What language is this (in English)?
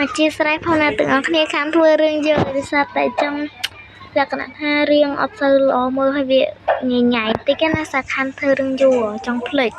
Khmer